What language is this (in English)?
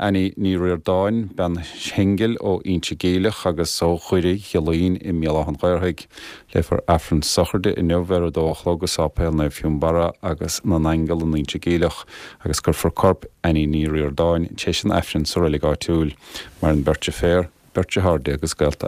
Irish